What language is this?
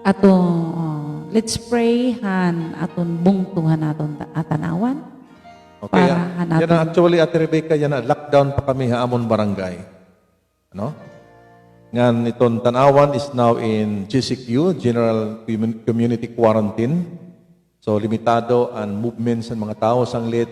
Waray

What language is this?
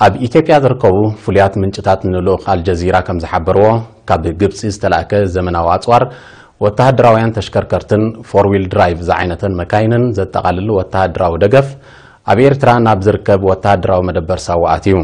Tigrinya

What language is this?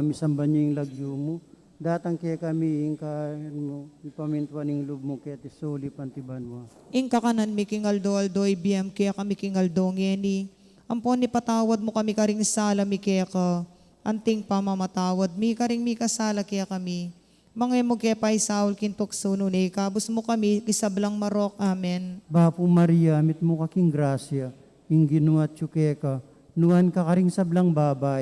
Pampanga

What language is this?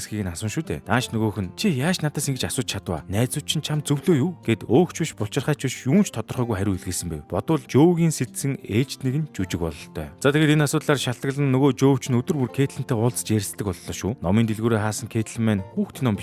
Mongolian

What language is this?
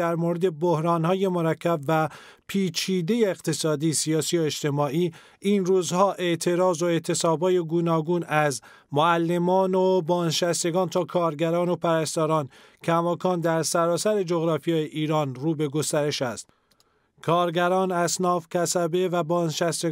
Persian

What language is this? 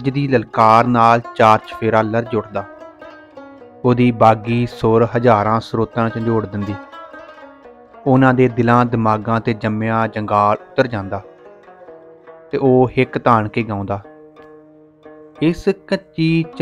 Punjabi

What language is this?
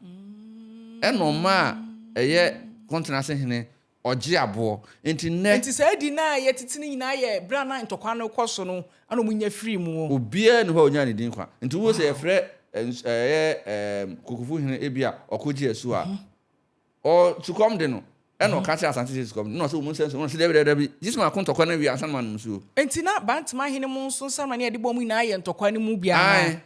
Akan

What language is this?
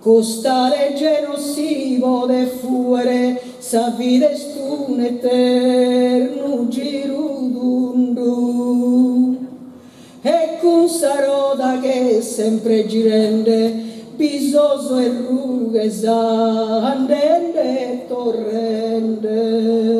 Sardinian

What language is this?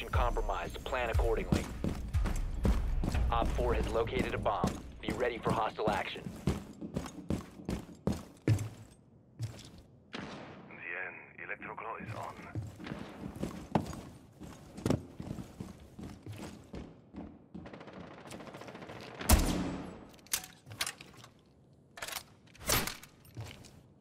English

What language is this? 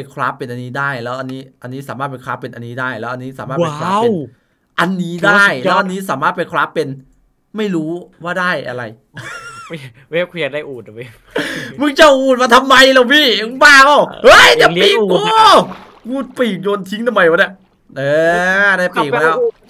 Thai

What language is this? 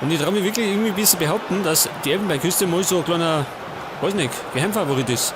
Bavarian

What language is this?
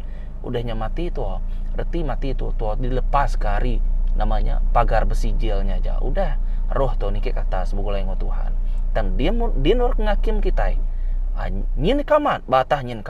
Iban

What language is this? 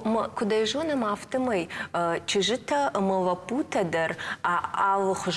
Ossetic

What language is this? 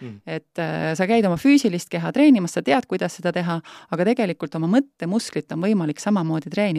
Estonian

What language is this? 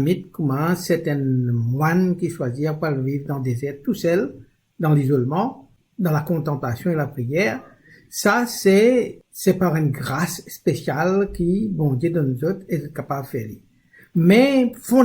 Morisyen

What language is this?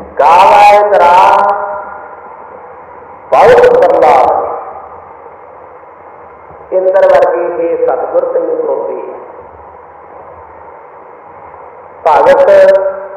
Punjabi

